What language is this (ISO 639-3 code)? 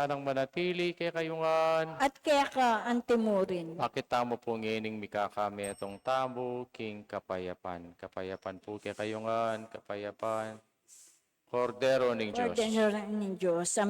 pam